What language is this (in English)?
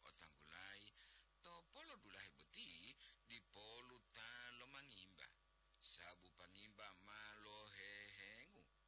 Gorontalo